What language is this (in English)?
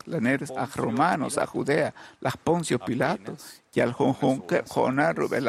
Kekchí